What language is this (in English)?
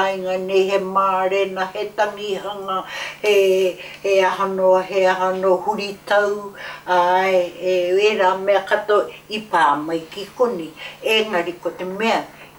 Māori